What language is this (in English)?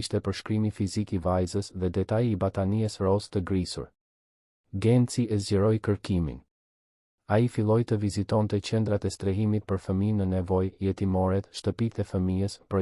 Albanian